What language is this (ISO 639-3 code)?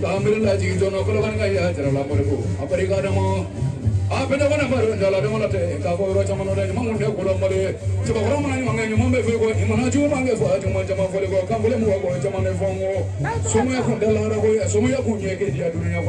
bam